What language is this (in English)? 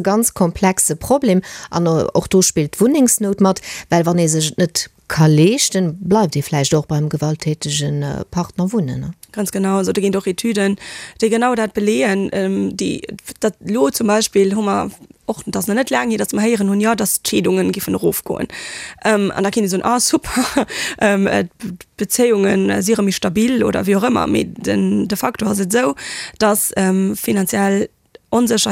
Luxembourgish